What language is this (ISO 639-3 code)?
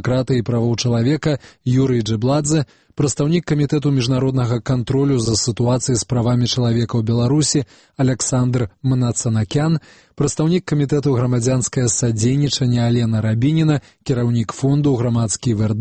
bel